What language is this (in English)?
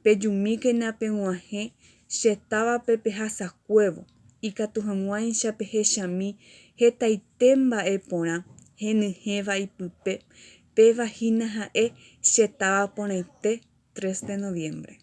Guarani